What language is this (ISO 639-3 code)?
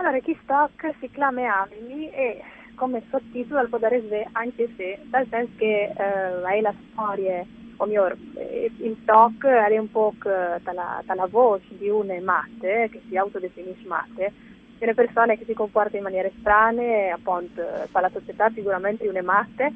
fur